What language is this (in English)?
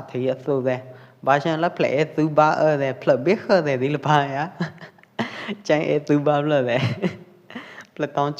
Pwo Eastern Karen